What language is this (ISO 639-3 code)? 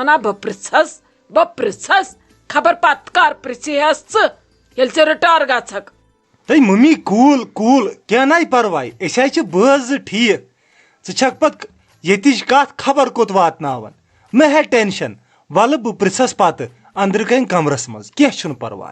kas